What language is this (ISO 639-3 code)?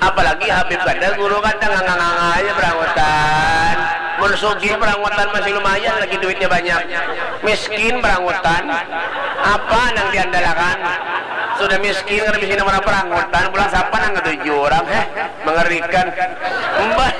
bjn